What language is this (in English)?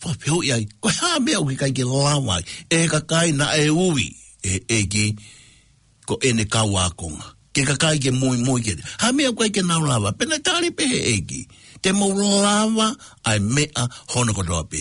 Tongan